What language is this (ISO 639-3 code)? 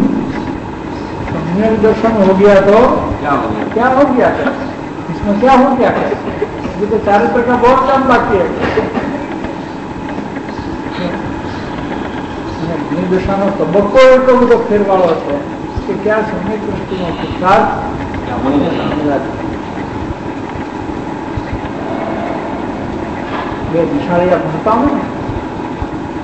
guj